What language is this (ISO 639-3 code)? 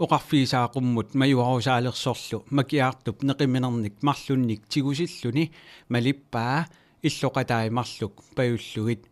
kal